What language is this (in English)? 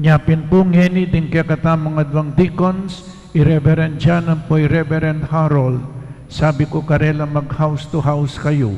Pampanga